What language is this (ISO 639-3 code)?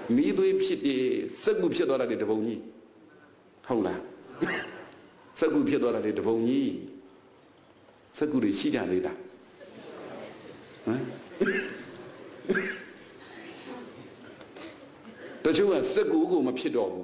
mya